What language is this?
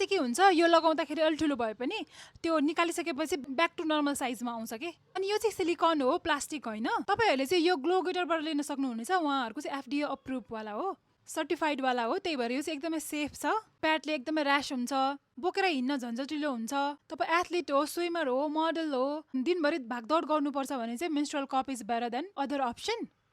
Nepali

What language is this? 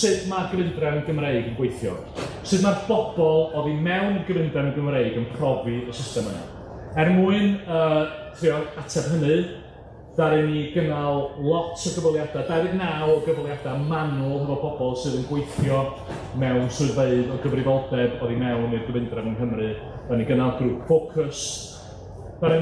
Welsh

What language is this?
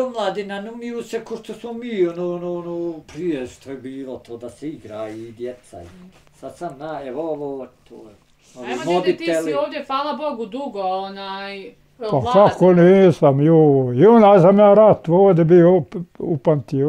Bosnian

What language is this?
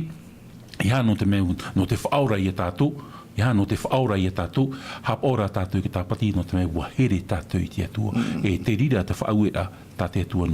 Tahitian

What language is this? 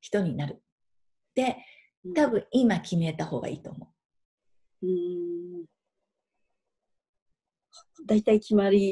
Japanese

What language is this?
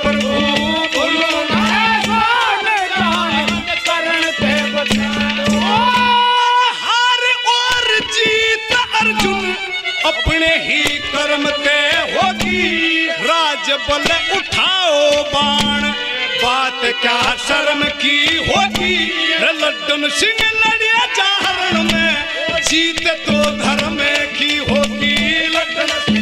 Haryanvi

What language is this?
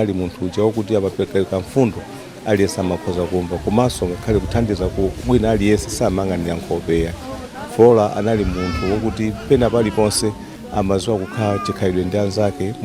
Nyanja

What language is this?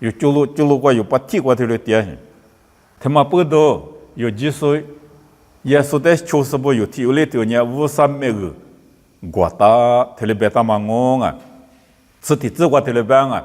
Lisu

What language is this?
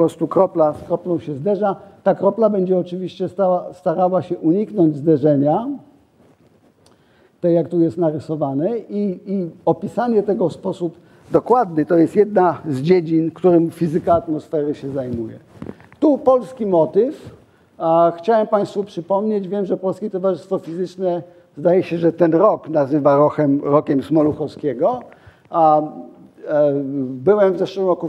Polish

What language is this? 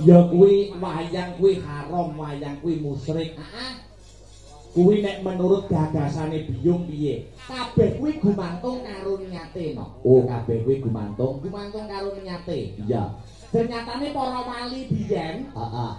Javanese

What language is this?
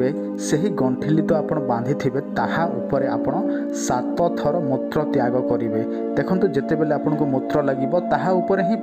Odia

